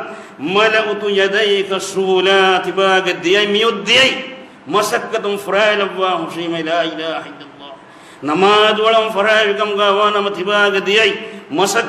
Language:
Divehi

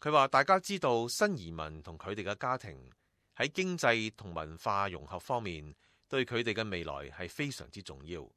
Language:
Cantonese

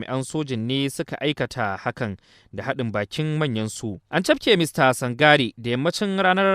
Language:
Hausa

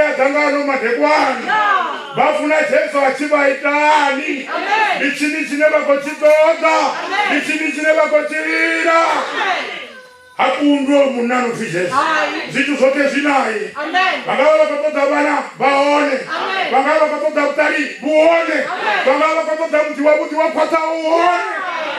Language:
Venda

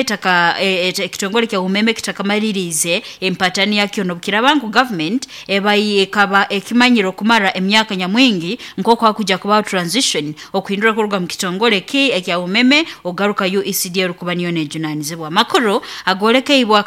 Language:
Nyoro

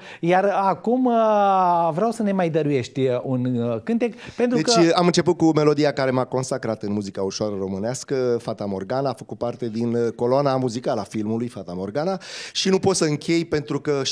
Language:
Romanian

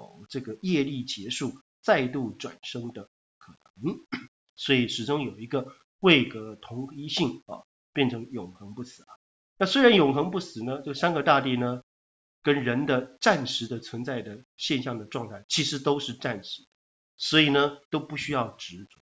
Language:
Chinese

